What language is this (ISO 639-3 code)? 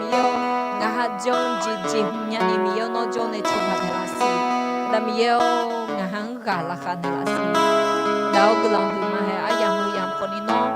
ahk